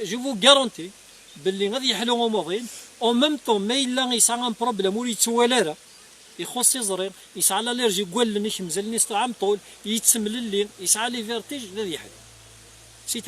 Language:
Kabyle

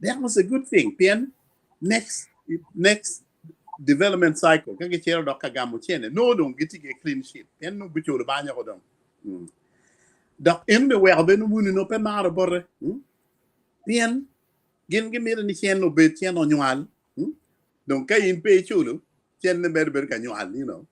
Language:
Acoli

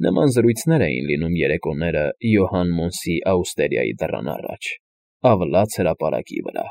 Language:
Armenian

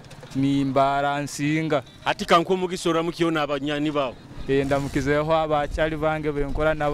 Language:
Nyoro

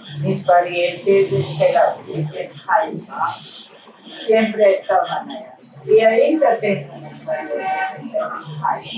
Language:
Ladino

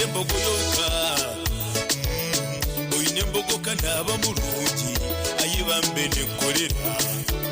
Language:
Nyankole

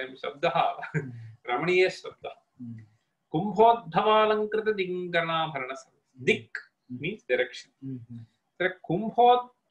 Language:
Sanskrit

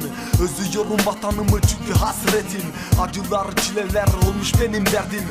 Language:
Turkish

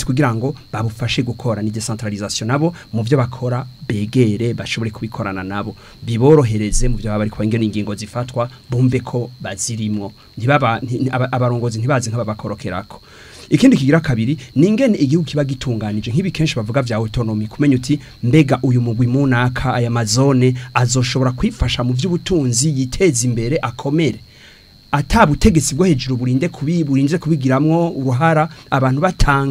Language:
Rundi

